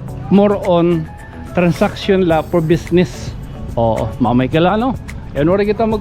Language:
Waray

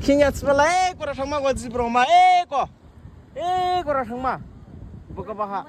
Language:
Dimasa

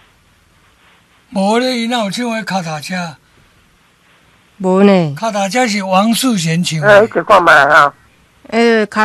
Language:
Min Nan Chinese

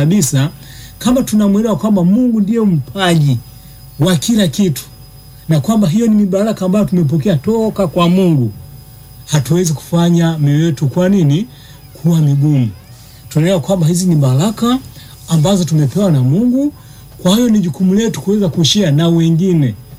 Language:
Swahili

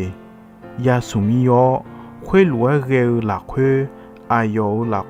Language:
Akha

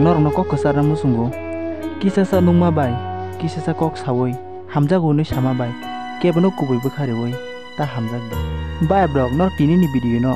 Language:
Kok Borok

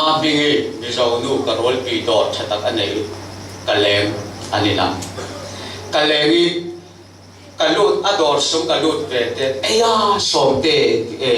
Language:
Falam Chin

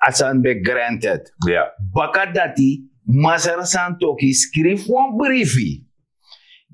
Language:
Sranan Tongo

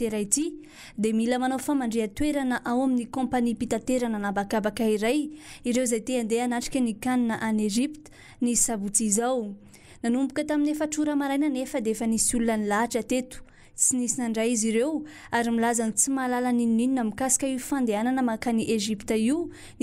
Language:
Malagasy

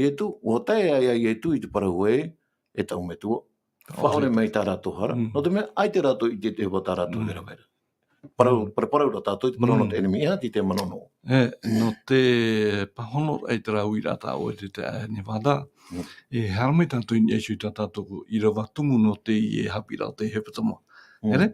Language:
Tahitian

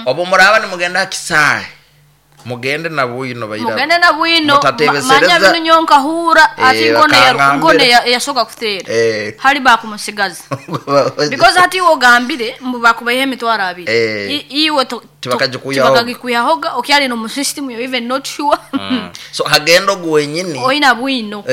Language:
Nyoro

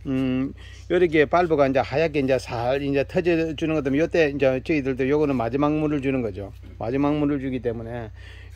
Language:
Korean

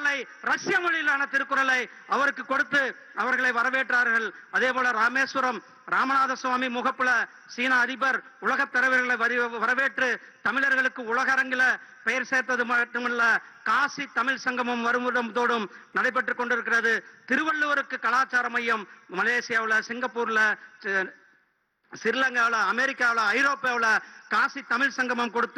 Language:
Tamil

